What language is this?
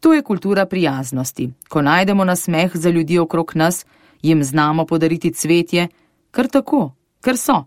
Slovenian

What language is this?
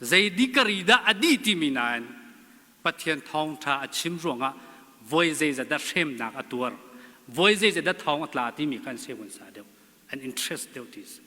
Hakha Chin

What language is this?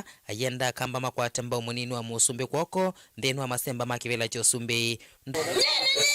Kamba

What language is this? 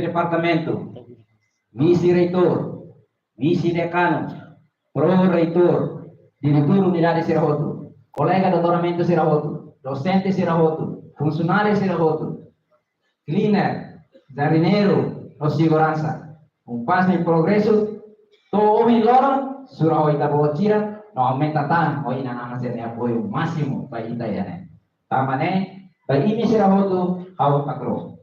Tetum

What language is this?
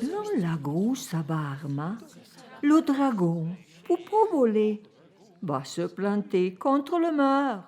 Arpitan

